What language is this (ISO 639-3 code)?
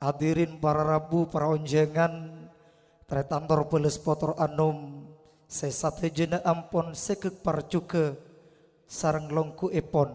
mad